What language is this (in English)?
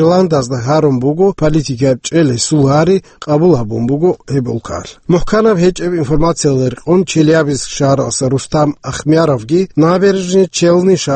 Avaric